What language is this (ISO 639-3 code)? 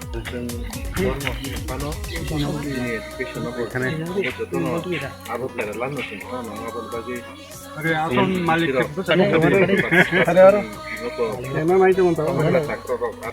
trp